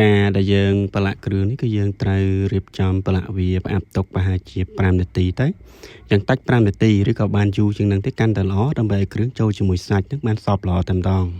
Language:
Khmer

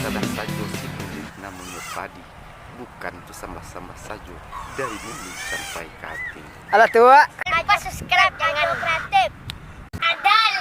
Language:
Minangkabau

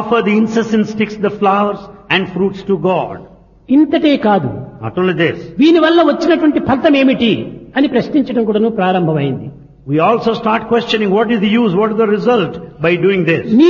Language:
Telugu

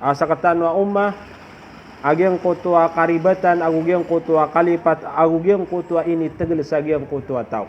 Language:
Maranao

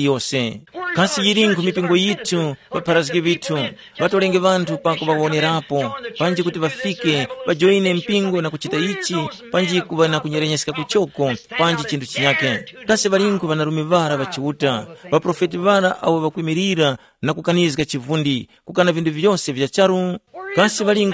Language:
Tumbuka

